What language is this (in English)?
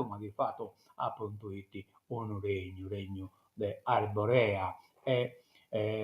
Sardinian